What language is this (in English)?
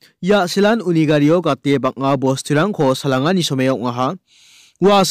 Garo